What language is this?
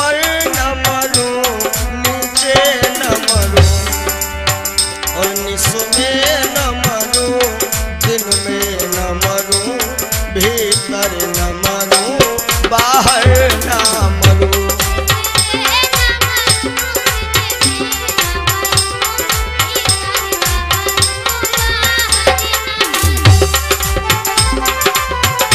Hindi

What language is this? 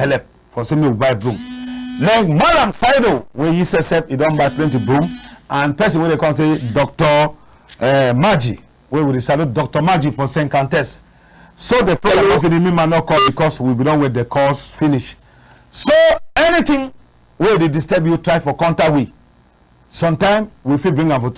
Cameroon Pidgin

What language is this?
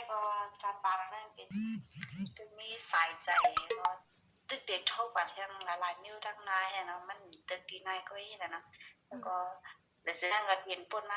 Shan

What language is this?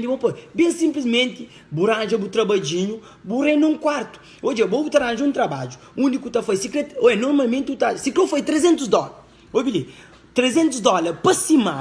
Kabuverdianu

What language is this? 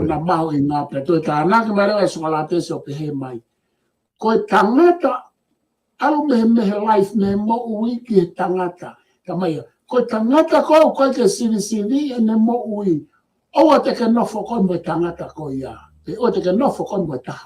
Tongan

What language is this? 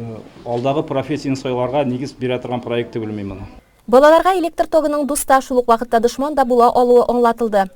Tatar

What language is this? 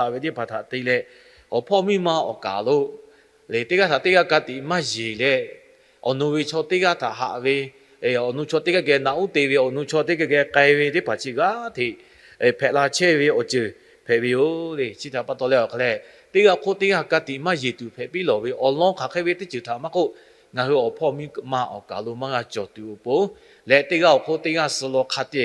Lahu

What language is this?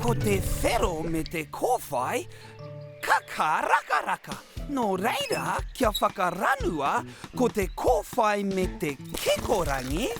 Māori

